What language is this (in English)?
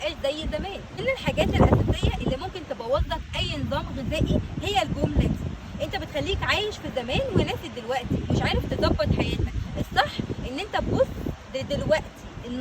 Egyptian Arabic